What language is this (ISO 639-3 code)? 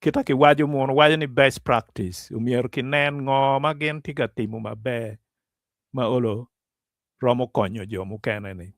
ach